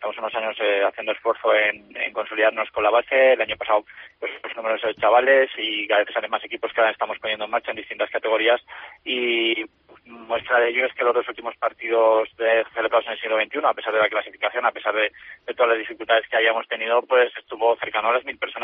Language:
Spanish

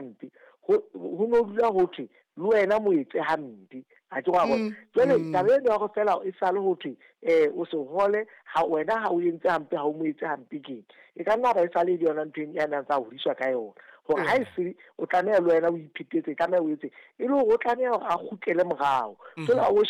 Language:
Southern Sotho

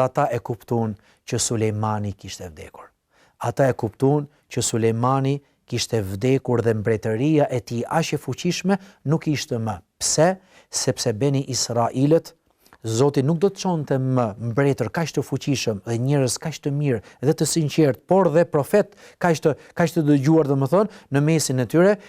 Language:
Albanian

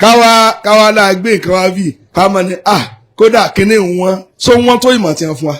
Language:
Yoruba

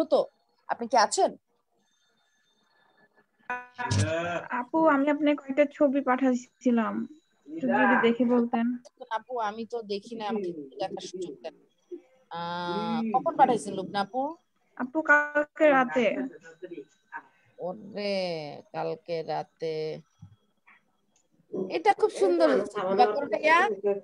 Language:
Bangla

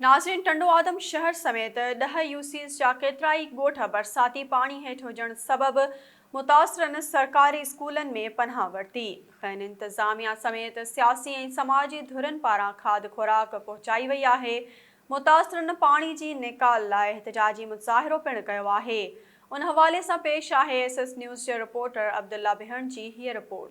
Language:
Sindhi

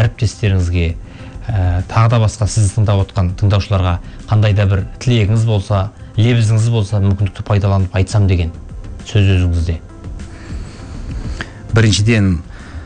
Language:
Kazakh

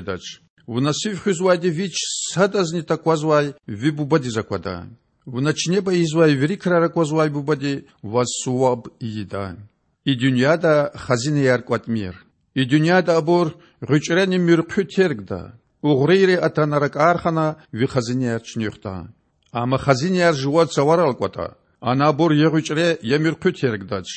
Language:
Lezghian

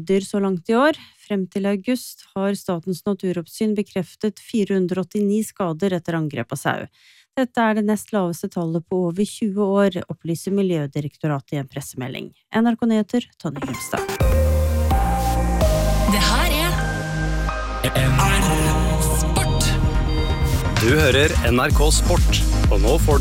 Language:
Norwegian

